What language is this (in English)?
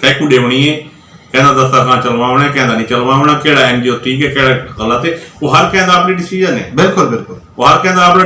Western Panjabi